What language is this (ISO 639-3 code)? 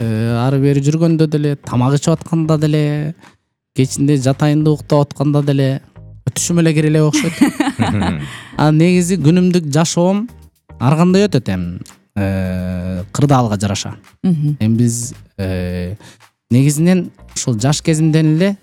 kir